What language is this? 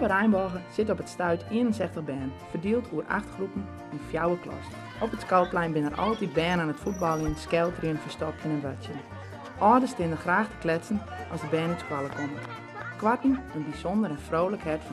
Western Frisian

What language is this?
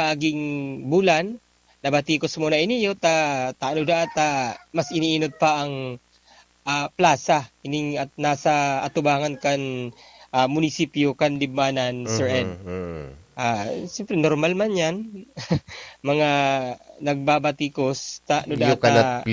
Bikol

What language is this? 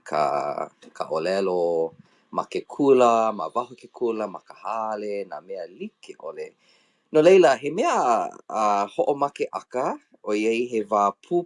Hawaiian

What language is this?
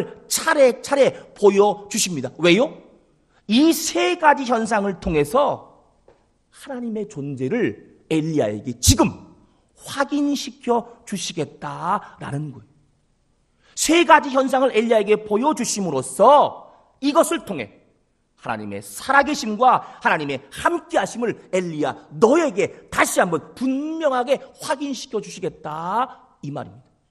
Korean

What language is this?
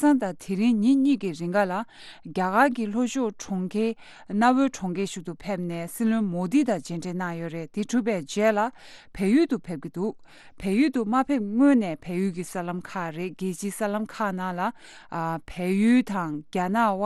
Tibetan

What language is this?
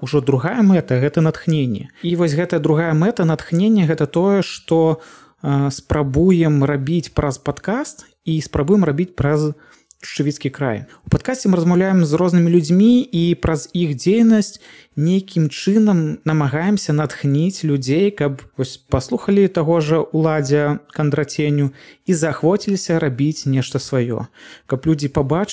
Belarusian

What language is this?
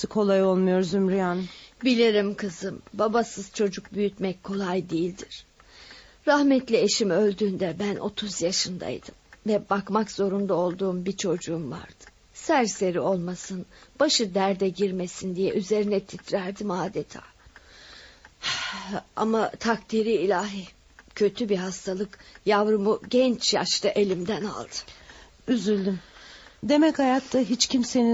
Turkish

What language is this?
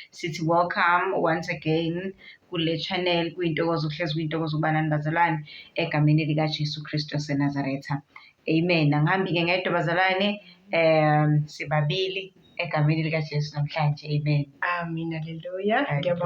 Zulu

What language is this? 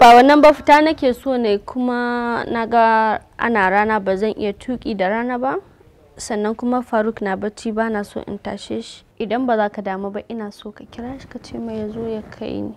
Hausa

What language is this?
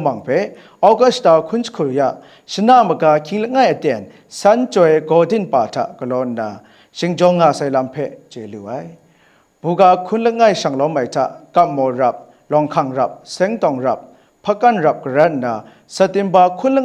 Kachin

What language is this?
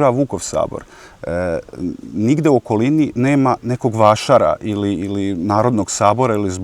Serbian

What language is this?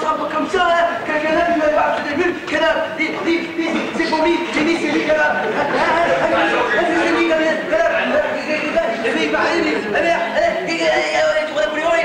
Picard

